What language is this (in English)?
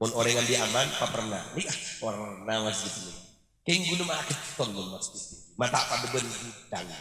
Madurese